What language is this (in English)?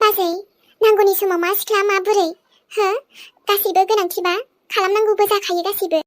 Bodo